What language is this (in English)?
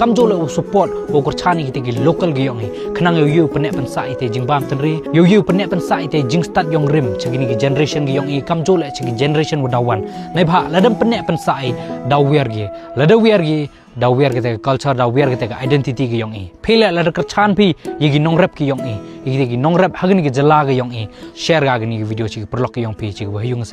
Khasi